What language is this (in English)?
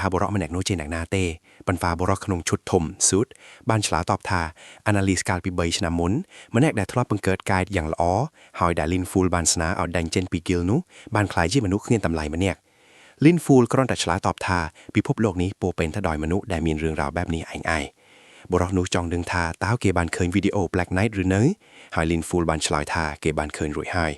Khmer